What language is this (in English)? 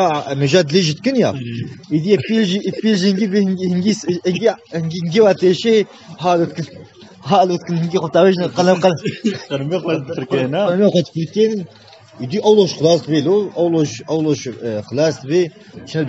Kurdish